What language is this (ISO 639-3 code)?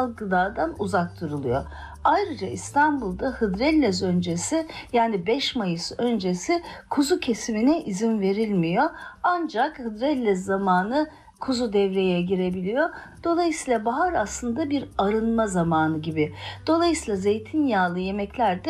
tur